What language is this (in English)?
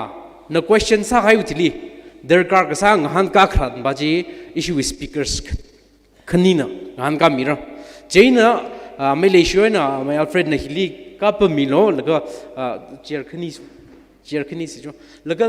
Tangkhul Naga (India)